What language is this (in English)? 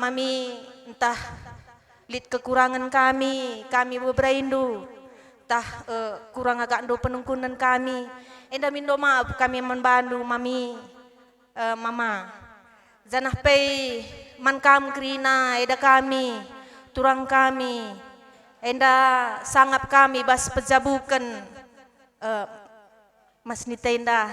Batak Karo